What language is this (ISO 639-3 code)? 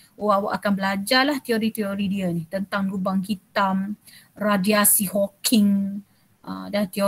msa